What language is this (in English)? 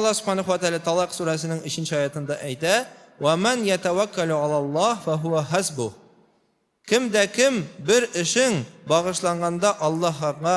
Tatar